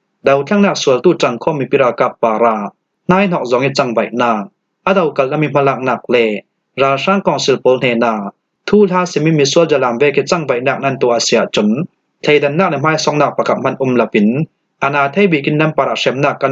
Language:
Falam Chin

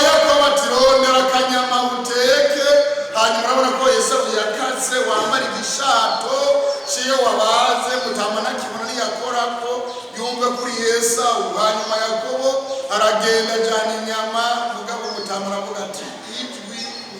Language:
Rundi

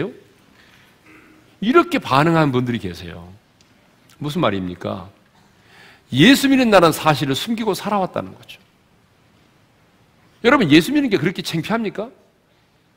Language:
Korean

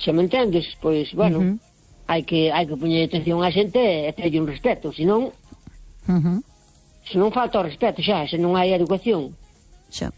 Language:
Galician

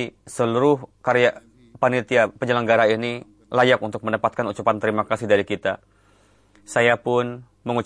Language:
Indonesian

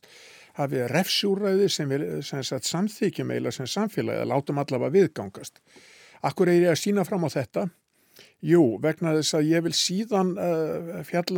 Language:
Icelandic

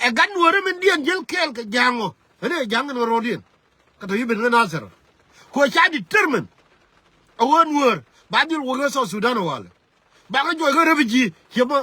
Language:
Nuer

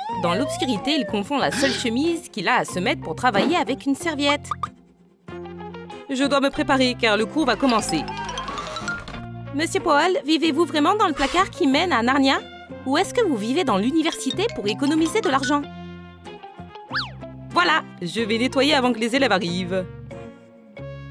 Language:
French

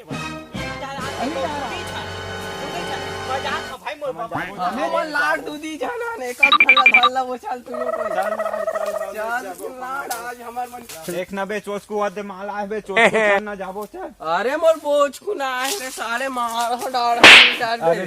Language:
Chhattisgarhi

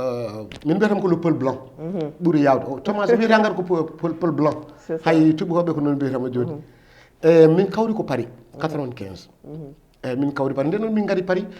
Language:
Fula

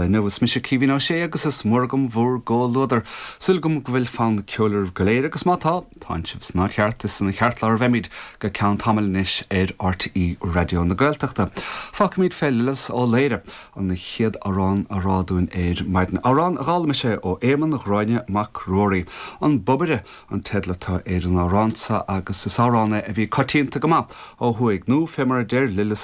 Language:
Irish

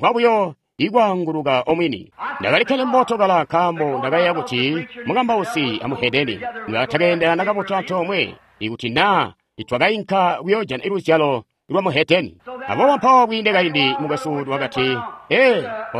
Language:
Tonga (Zambia)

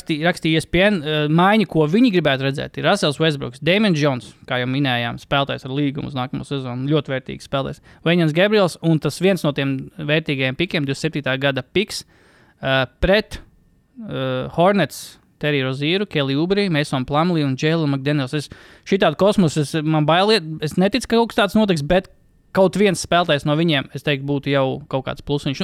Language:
Latvian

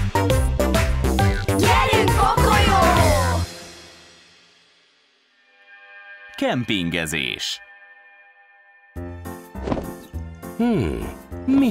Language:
Hungarian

